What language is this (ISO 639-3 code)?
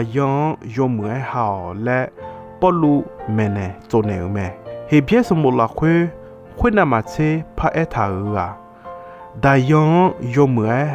ahk